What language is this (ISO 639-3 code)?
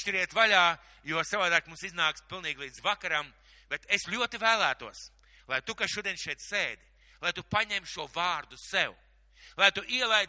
lav